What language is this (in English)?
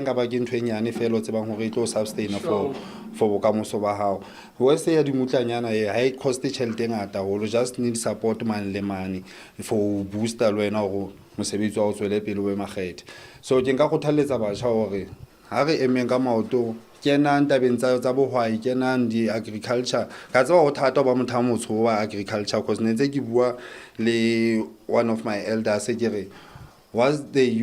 Southern Sotho